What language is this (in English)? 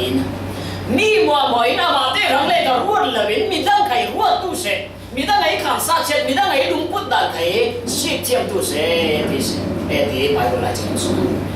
Falam Chin